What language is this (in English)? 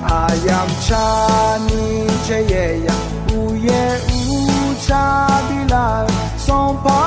Akha